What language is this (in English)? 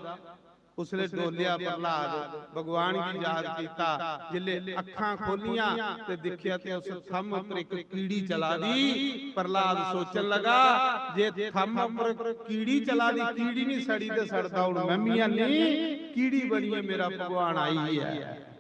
Dogri